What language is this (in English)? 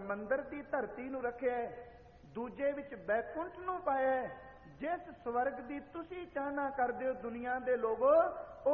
Punjabi